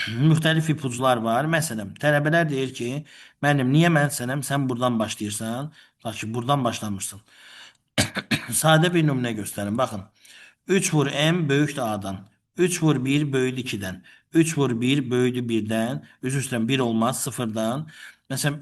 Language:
Azerbaijani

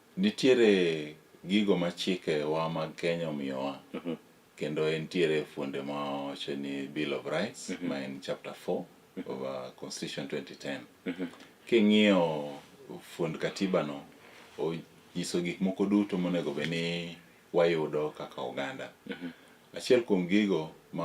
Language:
Luo (Kenya and Tanzania)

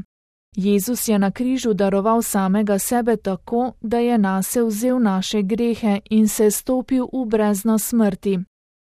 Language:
Slovenian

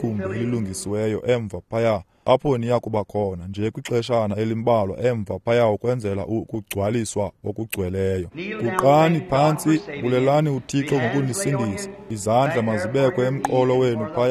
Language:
Xhosa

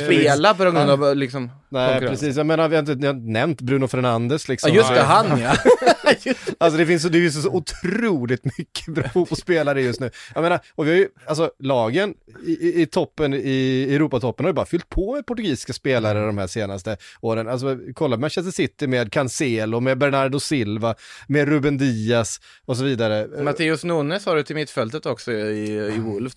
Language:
Swedish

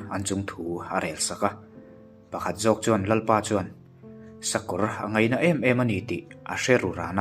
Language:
Mizo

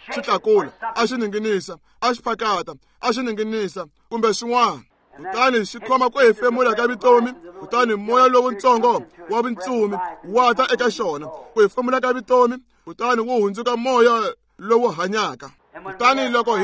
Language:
Tsonga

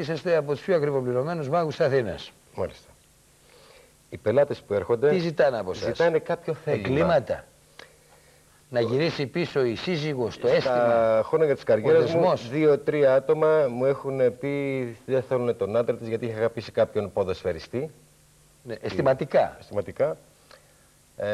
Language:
Greek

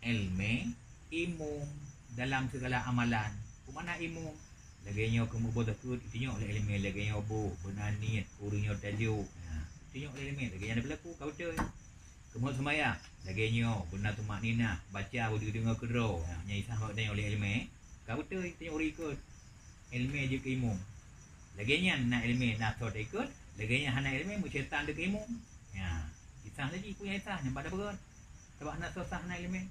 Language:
Achinese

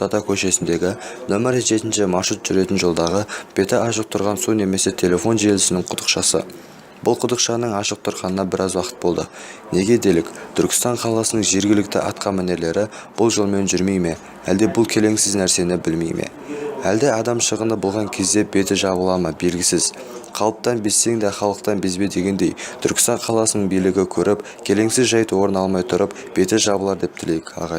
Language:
Kazakh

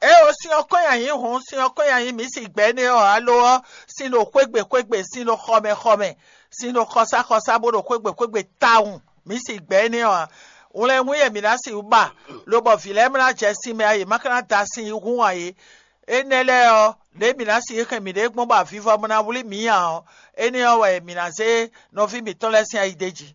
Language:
Fon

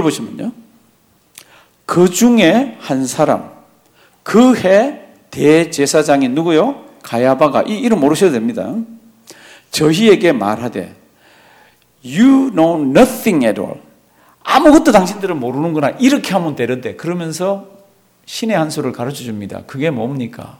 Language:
Korean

